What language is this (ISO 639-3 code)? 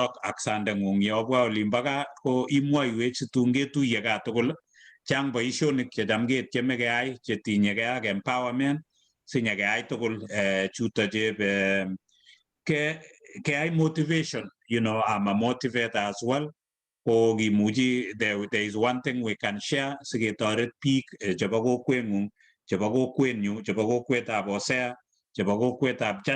kln